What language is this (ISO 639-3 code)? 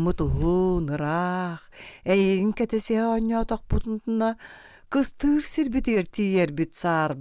sah